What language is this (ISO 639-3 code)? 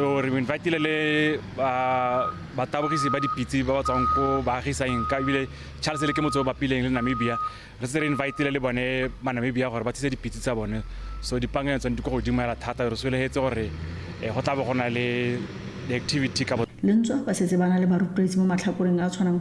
tsn